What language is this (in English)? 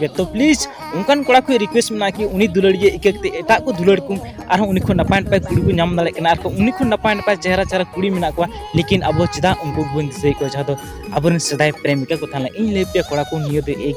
Santali